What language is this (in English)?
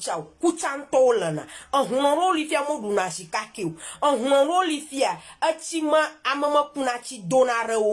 Ewe